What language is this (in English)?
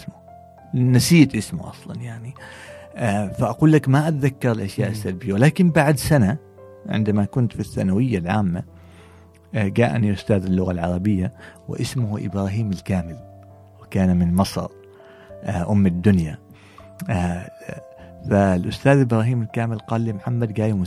Gulf Arabic